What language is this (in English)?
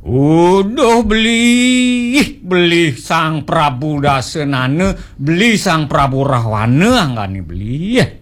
Balinese